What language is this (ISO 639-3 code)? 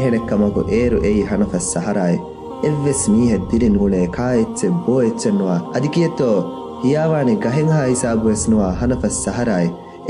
div